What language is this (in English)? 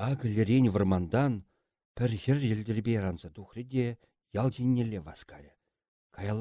Chuvash